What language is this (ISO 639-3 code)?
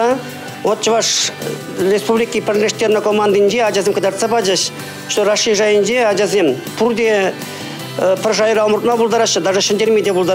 chv